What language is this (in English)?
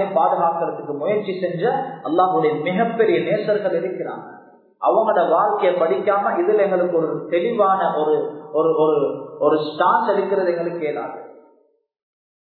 Tamil